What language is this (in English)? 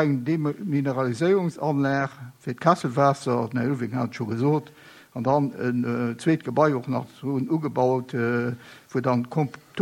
Luxembourgish